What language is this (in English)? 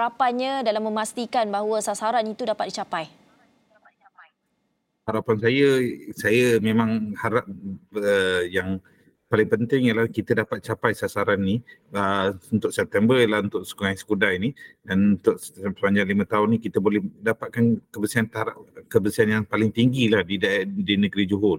Malay